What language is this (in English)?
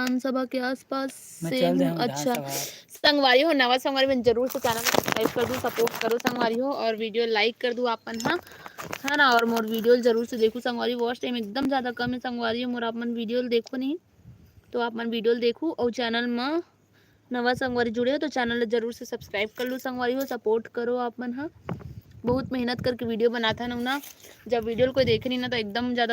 Chhattisgarhi